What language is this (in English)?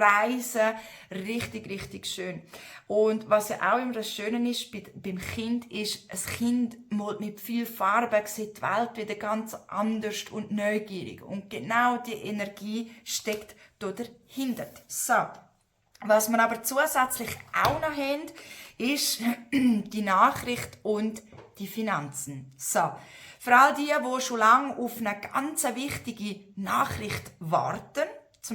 Swiss German